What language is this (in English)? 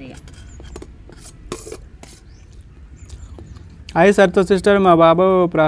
Telugu